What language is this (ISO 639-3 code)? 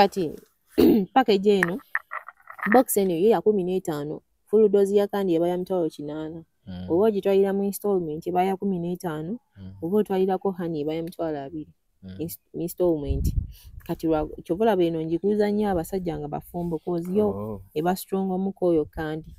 lug